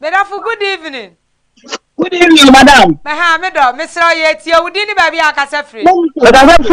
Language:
Akan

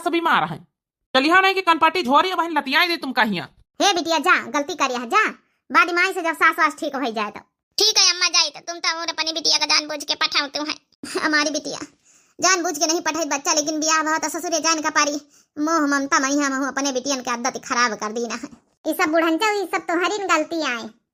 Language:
Awadhi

